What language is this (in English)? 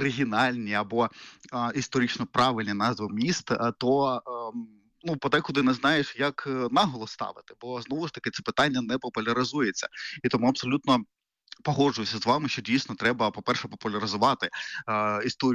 Ukrainian